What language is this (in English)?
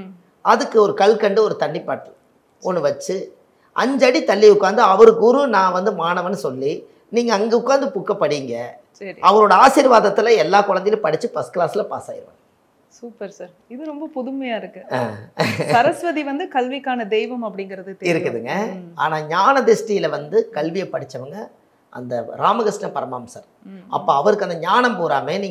Tamil